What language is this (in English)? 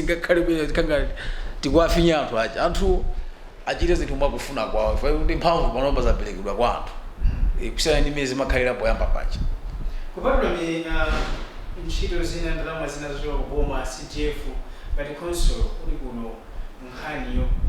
Nyanja